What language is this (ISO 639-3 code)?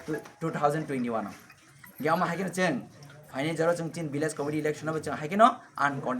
trp